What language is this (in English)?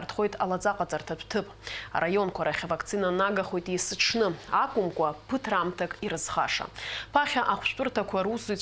Abkhazian